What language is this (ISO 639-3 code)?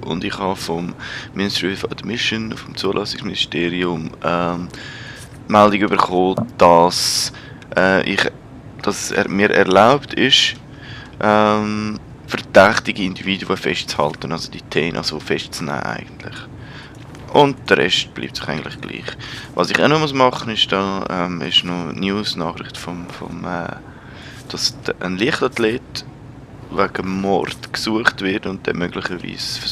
gsw